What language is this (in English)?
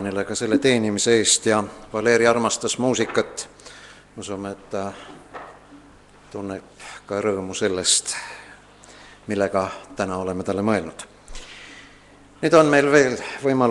Estonian